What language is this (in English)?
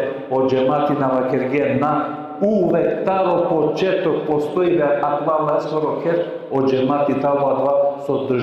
Balkan Romani